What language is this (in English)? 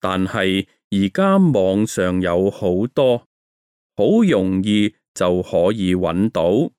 Cantonese